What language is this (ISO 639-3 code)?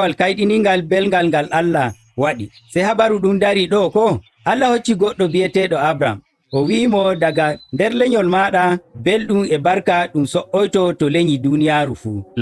fuv